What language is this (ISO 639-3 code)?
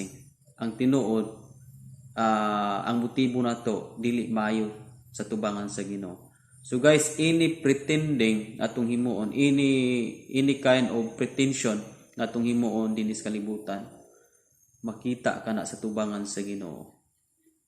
ceb